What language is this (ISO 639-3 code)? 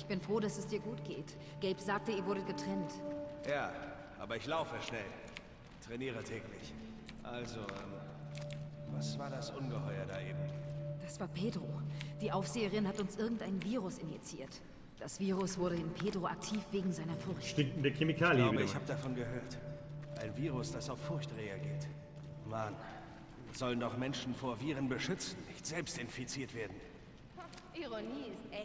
bar